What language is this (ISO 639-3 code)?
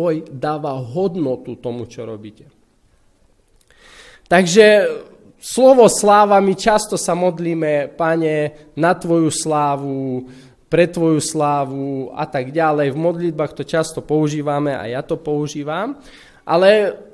slk